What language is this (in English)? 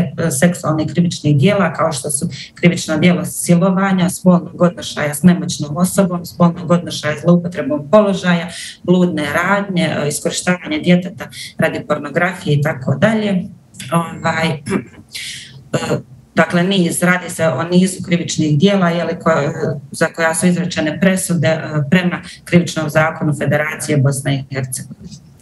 Bosnian